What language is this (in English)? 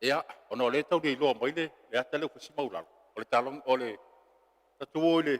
Samoan